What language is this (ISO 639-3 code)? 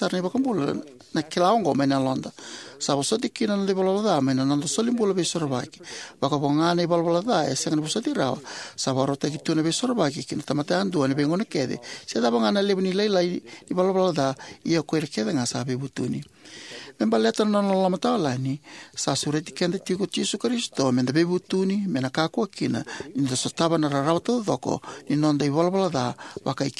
fij